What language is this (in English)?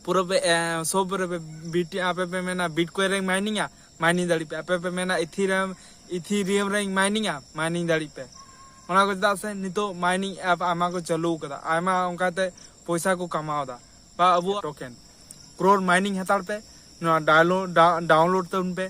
Santali